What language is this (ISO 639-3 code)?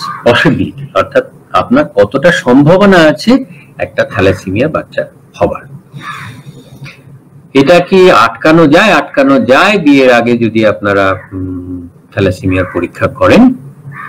ben